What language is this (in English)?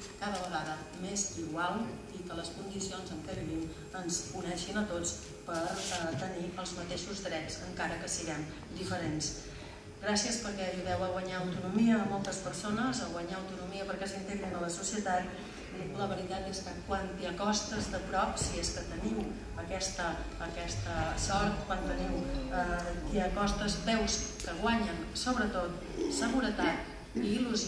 Catalan